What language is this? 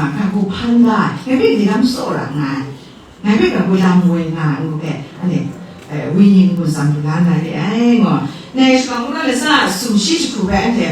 Kachin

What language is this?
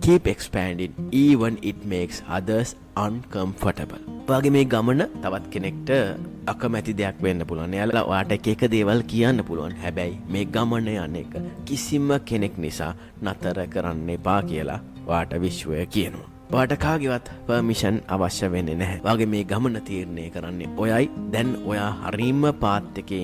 Sinhala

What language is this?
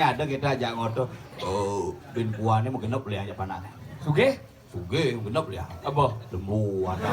Balinese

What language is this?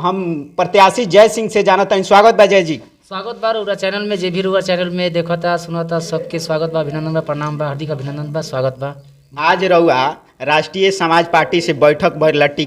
Bhojpuri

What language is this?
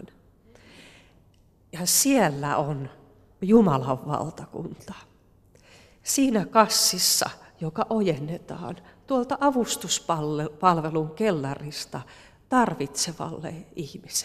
Finnish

